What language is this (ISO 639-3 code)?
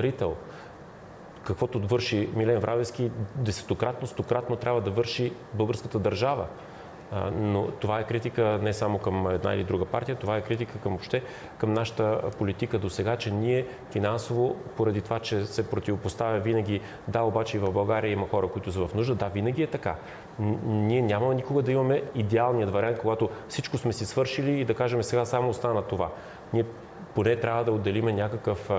bul